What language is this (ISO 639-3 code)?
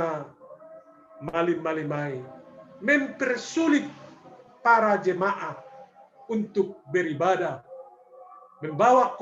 bts